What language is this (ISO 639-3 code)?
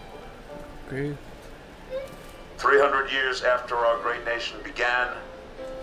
spa